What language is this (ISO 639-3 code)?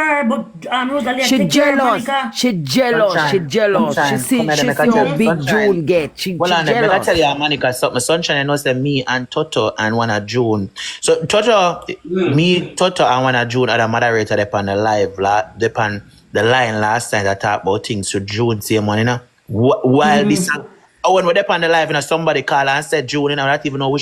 jam